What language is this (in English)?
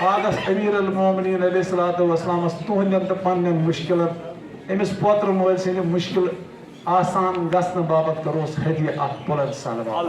Kashmiri